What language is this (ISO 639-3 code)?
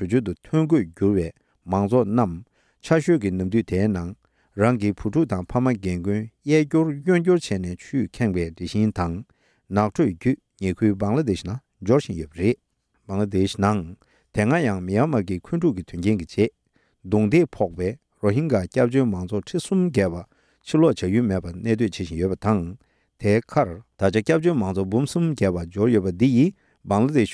bod